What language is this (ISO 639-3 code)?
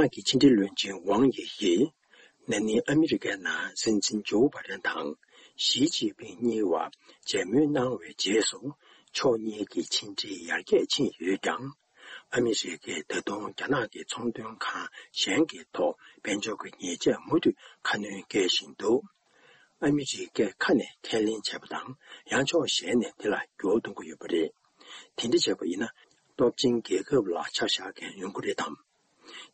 bod